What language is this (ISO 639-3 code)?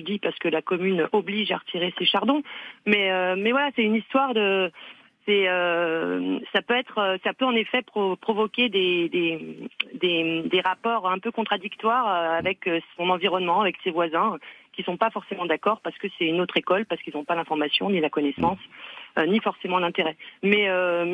fra